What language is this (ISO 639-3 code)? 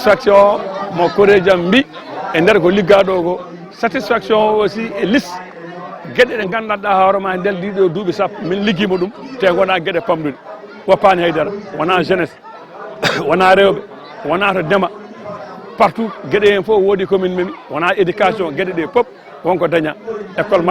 ful